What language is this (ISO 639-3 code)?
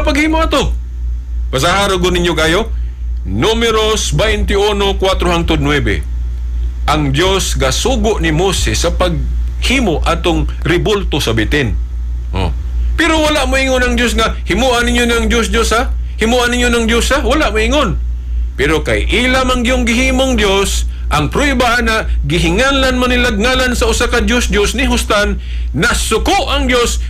ceb